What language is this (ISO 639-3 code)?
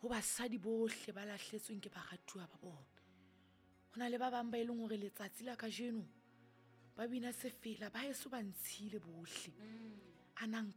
sot